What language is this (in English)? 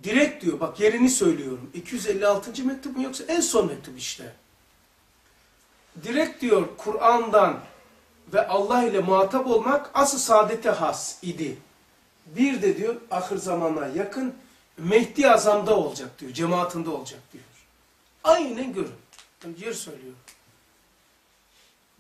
Turkish